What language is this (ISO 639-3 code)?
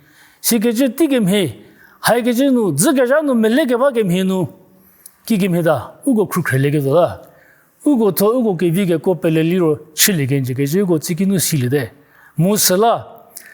njm